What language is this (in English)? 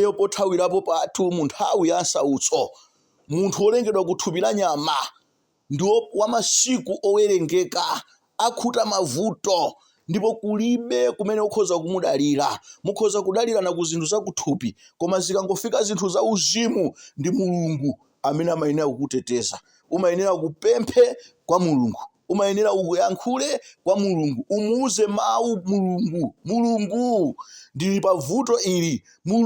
Nyanja